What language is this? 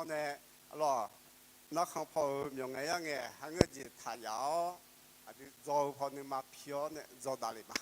Akha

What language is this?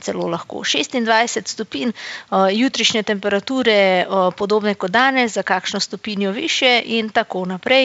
Slovenian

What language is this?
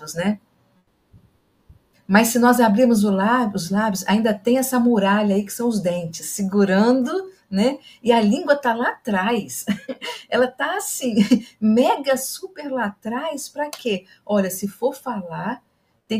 Portuguese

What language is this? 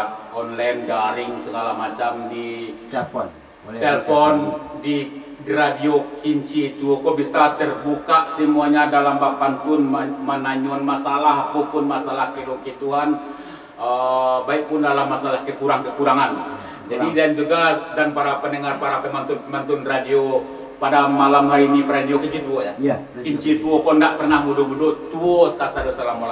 Minangkabau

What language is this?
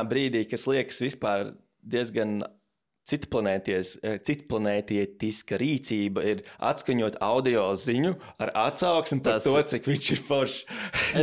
Latvian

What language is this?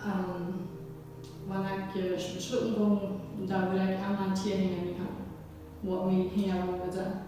Plautdietsch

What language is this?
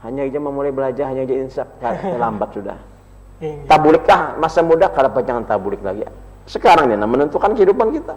Banjar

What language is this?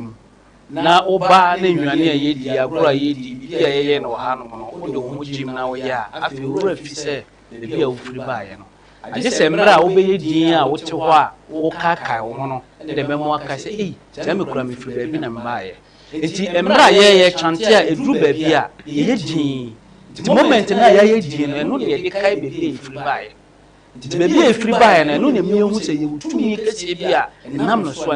Akan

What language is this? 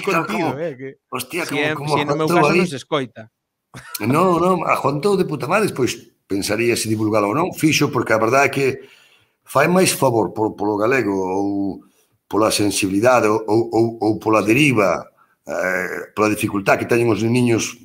Galician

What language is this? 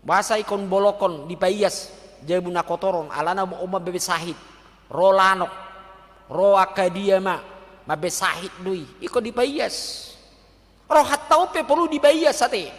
Batak Toba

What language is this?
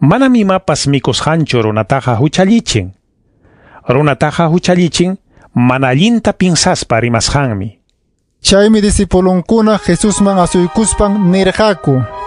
Ayacucho Quechua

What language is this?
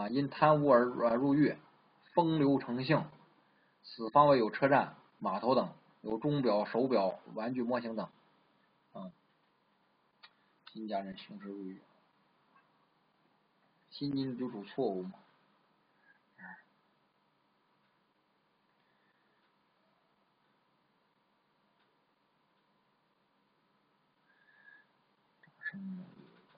Chinese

